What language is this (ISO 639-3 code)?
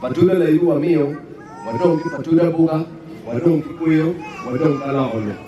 ach